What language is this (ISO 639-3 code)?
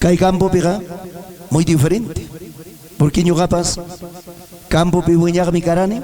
quy